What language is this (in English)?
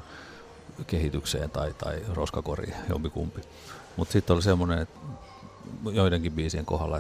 Finnish